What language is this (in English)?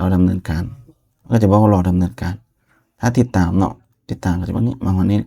Lao